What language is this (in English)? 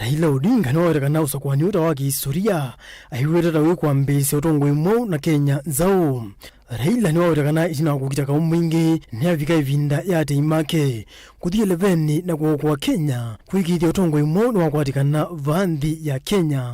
Kamba